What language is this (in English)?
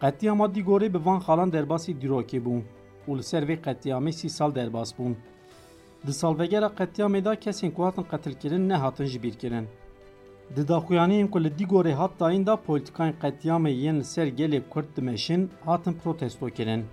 Kurdish